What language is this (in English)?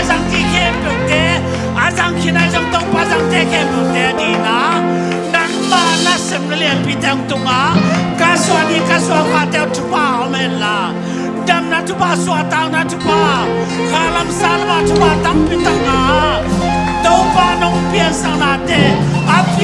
Tedim Chin